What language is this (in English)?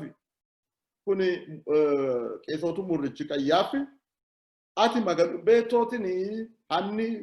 Sidamo